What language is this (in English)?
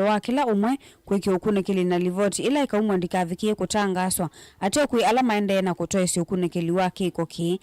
Kamba